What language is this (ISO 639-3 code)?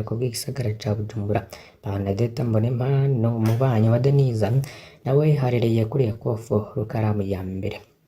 run